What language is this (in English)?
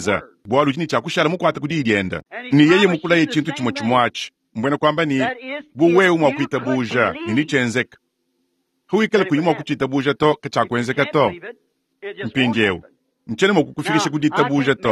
Luba-Lulua